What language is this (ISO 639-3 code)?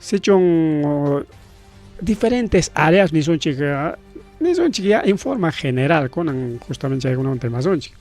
quy